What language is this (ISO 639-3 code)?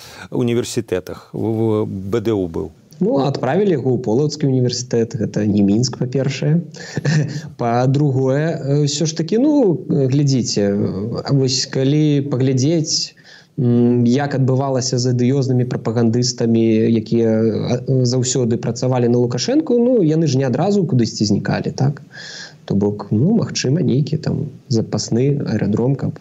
bel